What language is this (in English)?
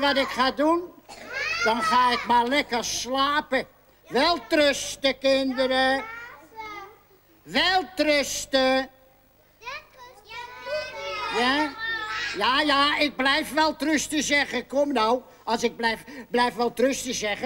Dutch